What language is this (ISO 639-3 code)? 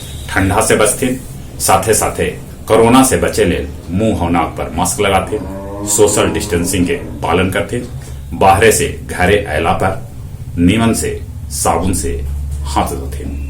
mag